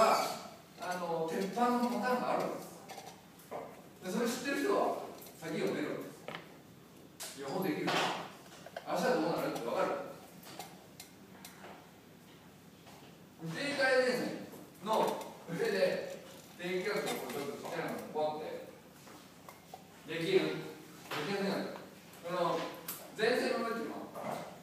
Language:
Japanese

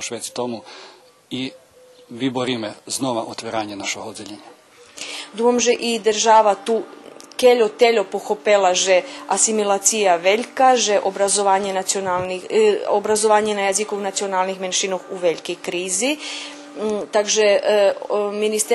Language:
Rusyn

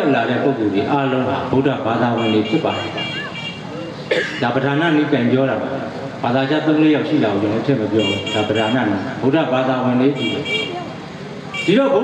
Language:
Burmese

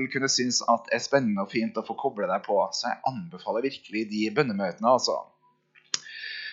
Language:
Norwegian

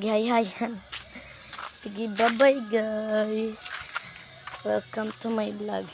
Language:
Cebuano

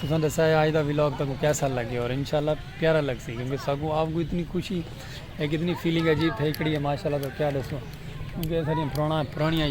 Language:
Saraiki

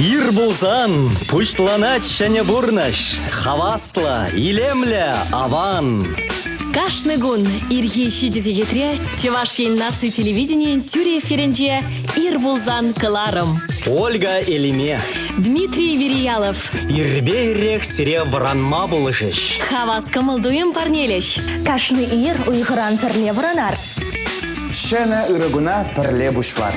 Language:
Chuvash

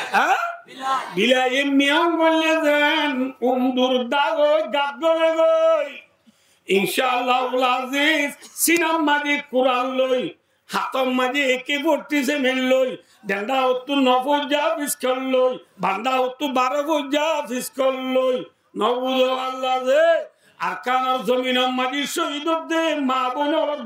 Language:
Rohingya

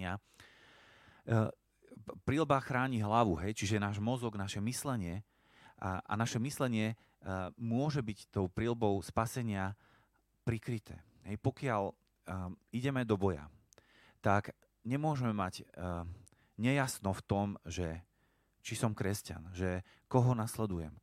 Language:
Slovak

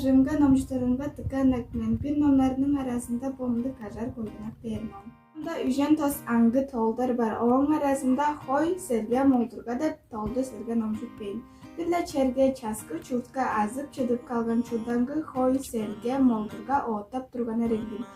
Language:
Tuvinian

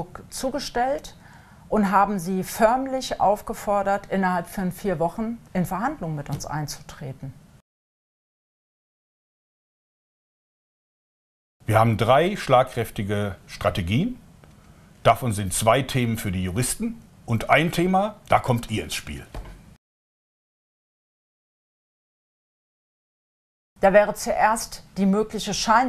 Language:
German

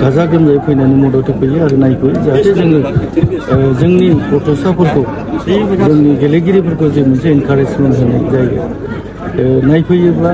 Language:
Bodo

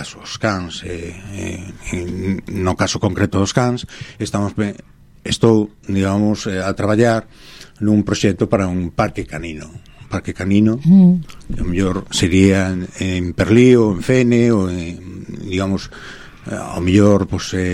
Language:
Galician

